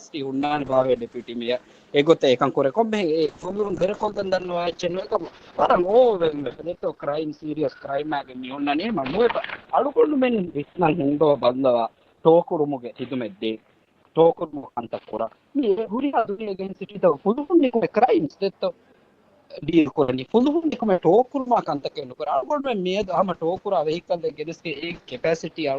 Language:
Divehi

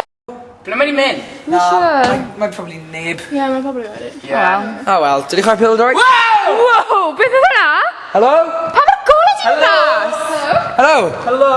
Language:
Welsh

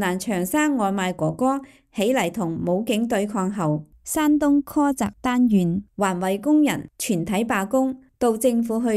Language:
Cantonese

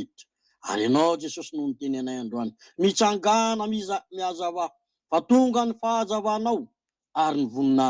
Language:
Malagasy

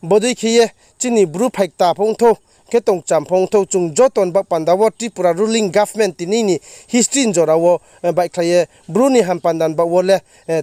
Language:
Riang (India)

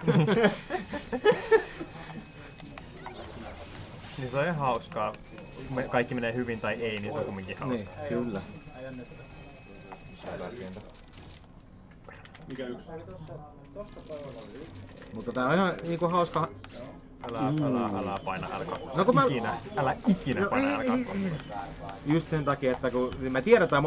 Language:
Finnish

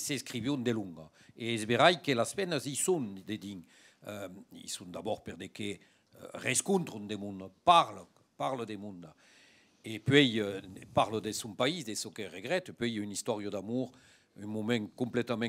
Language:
Occitan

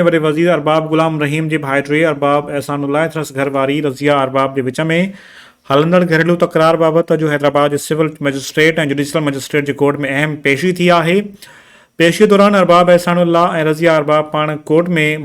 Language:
Sindhi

